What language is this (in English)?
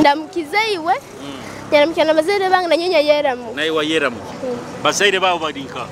Nyoro